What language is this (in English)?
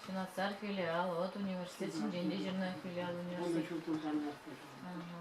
Chuvash